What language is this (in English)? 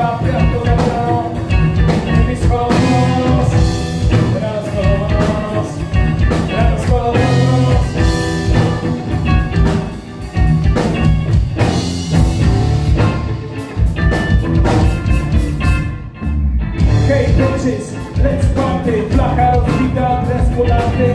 Polish